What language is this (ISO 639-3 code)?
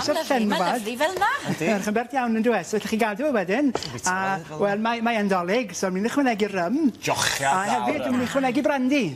cym